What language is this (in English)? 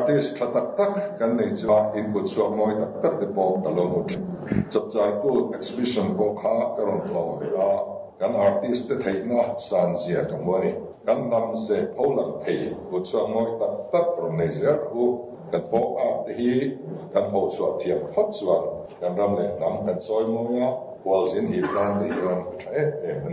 Mizo